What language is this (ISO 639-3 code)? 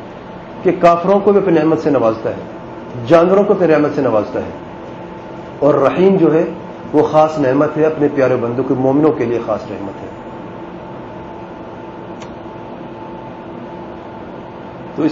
urd